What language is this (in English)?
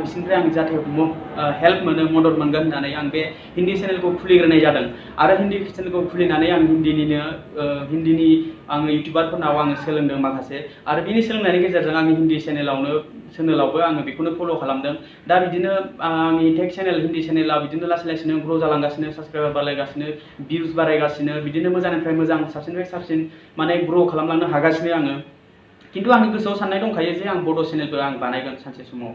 Bodo